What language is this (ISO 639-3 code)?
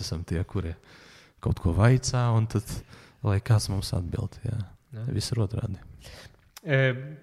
lav